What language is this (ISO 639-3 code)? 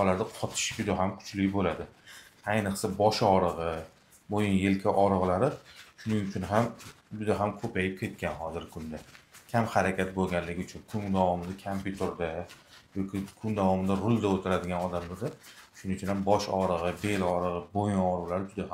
uzb